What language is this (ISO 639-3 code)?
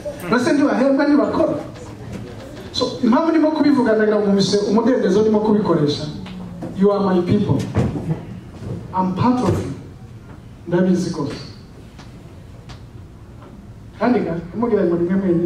kin